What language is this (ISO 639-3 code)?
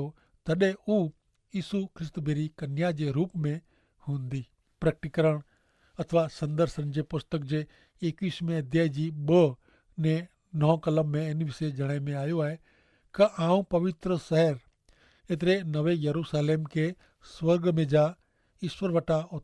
kfr